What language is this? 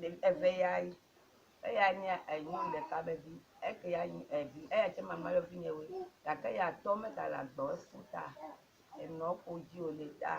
Ewe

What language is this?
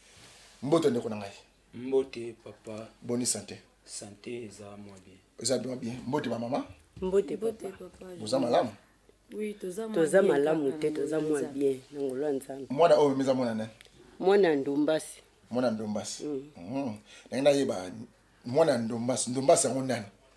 Lingala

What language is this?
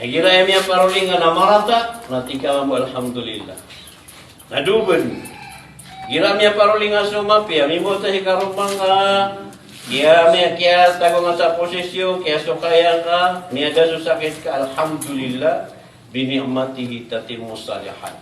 Maranao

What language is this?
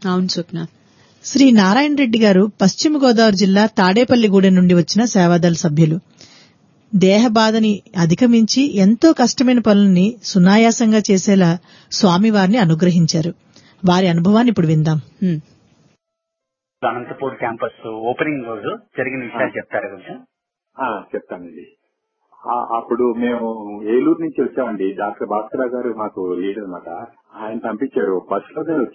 Telugu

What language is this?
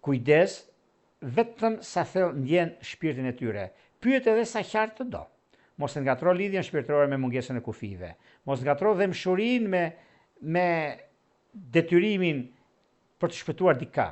Albanian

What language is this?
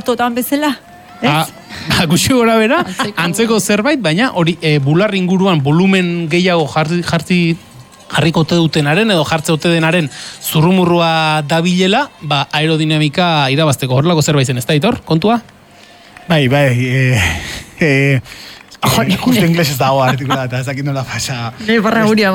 Basque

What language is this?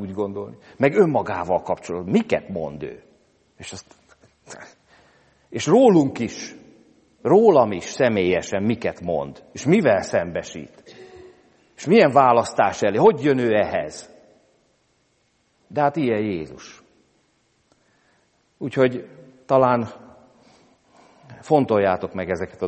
Hungarian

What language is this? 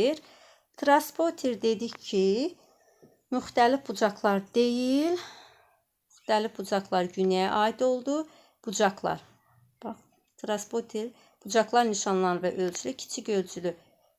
Azerbaijani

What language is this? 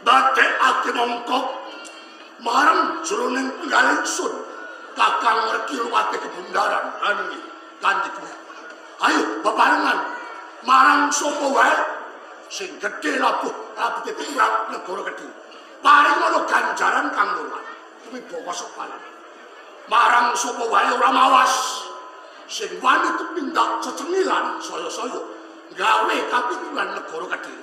Javanese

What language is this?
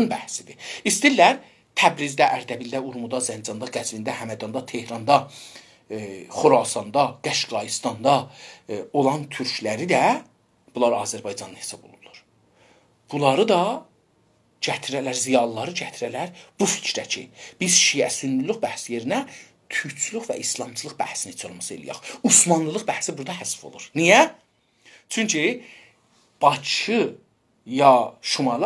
South Azerbaijani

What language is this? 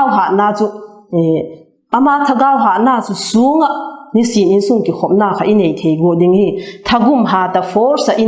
Vaiphei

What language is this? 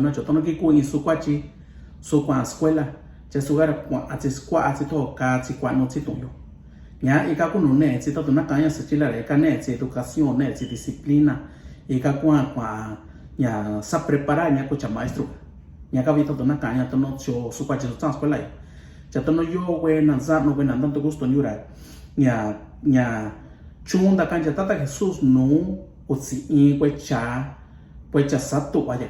Mixtepec Mixtec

